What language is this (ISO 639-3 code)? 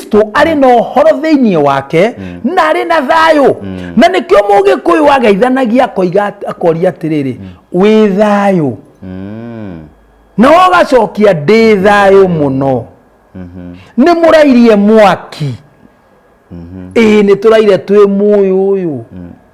kik